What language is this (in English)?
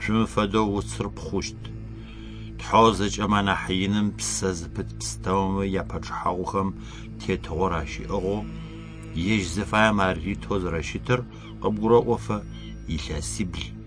Adyghe